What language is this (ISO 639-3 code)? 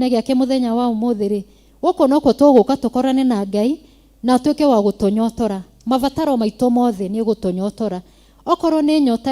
kik